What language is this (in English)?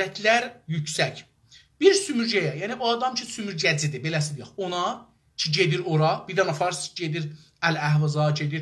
South Azerbaijani